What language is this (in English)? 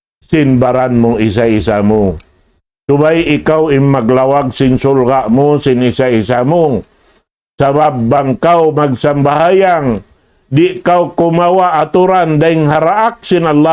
Tausug